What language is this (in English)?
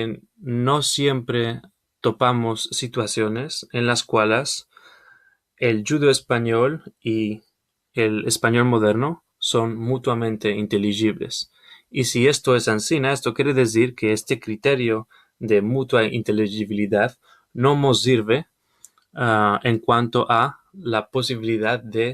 Ladino